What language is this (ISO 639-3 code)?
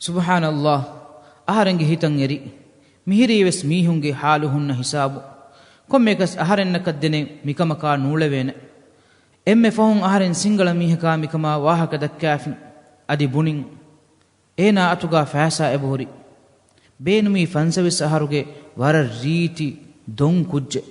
div